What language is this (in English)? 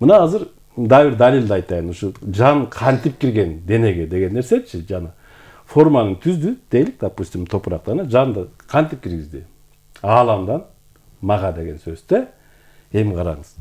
Kyrgyz